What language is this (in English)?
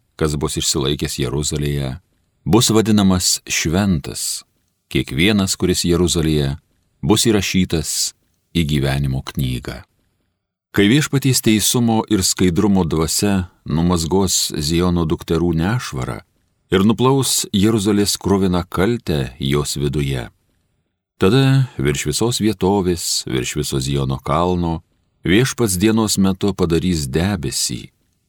Lithuanian